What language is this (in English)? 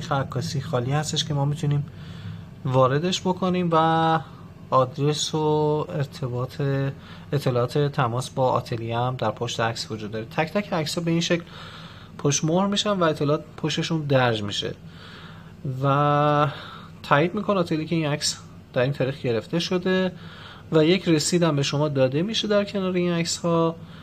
Persian